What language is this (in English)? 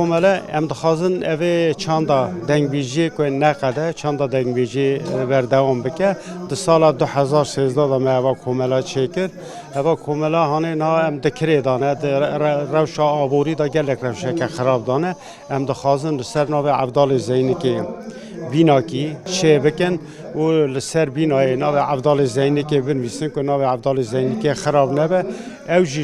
Kurdish